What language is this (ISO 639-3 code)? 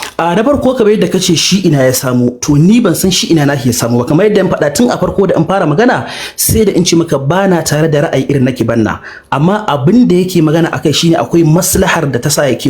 hau